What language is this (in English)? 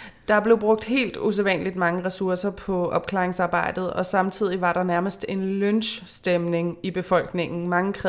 Danish